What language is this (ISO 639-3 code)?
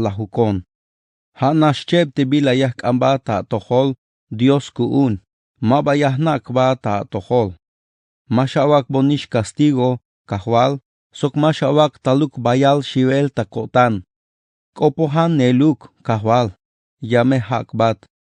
tzh